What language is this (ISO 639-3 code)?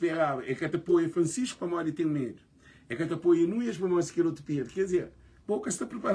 kea